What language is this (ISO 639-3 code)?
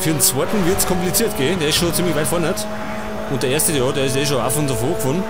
bar